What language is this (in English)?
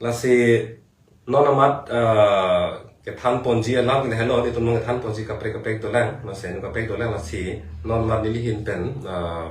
Karbi